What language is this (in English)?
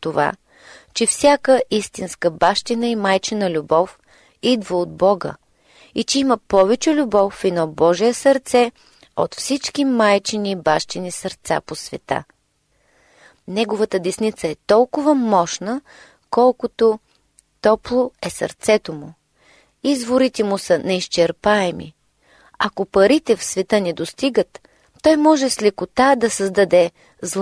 Bulgarian